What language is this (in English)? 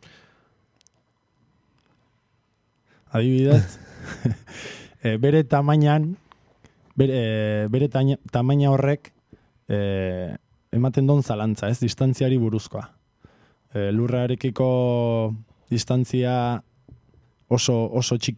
Basque